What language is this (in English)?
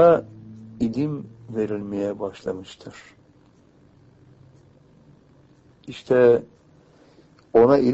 Turkish